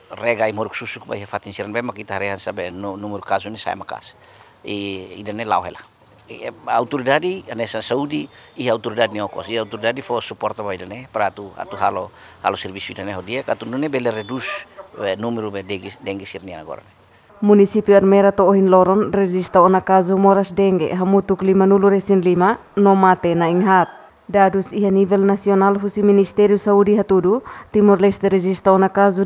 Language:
Tetum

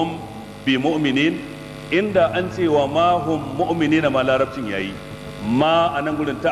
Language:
Hausa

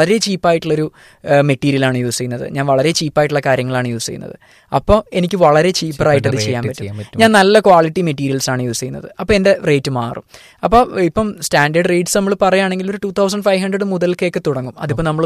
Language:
Malayalam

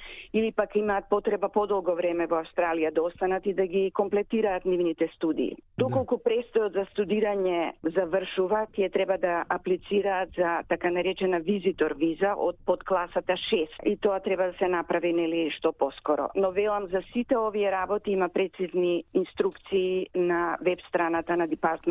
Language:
Macedonian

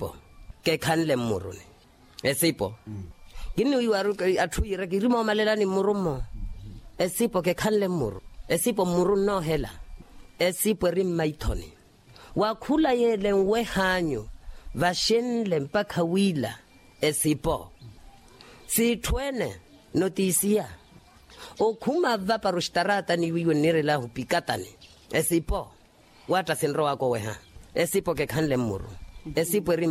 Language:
Makhuwa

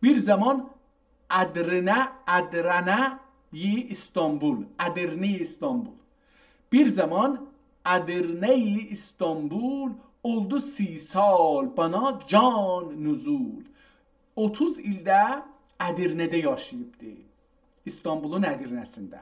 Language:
South Azerbaijani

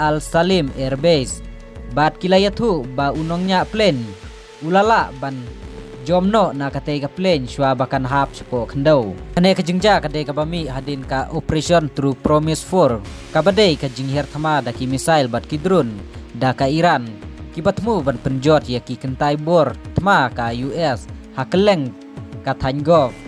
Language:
Khasi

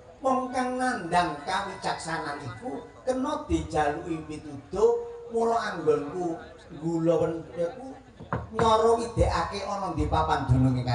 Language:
Javanese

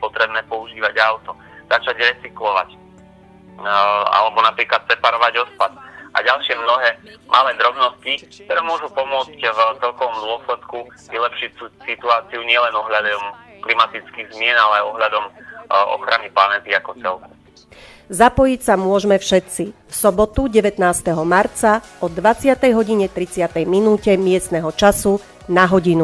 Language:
Slovak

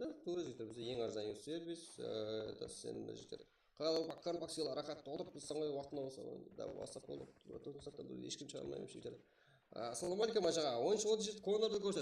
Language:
Kara-Kalpak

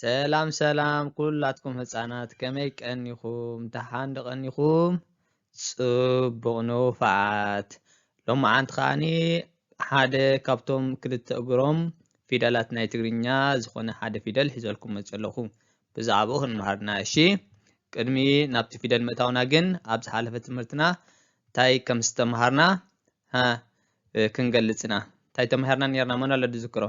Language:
Tigrinya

